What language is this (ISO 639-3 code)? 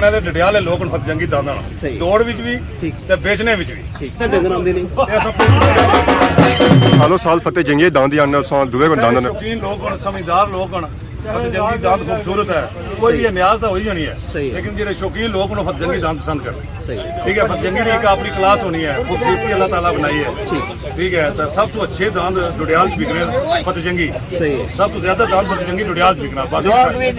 phr